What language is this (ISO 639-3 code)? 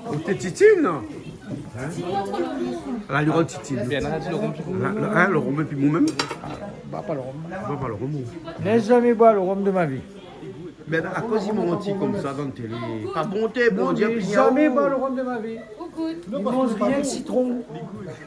rcf